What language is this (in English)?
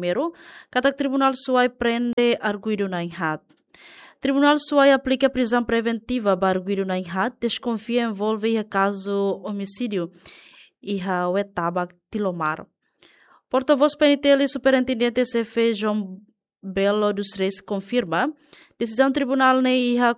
Tetum